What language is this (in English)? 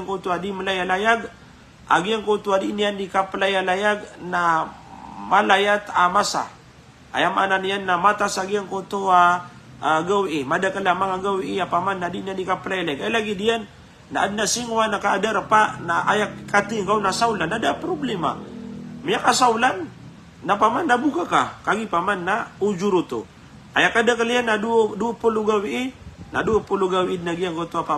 Maranao